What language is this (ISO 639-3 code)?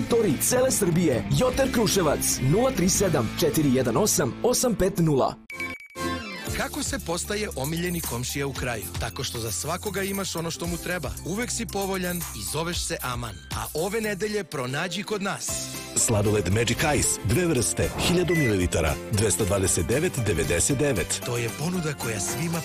srp